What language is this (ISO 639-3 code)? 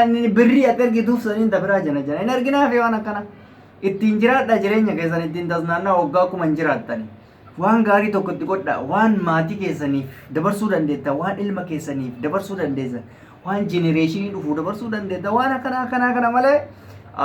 orm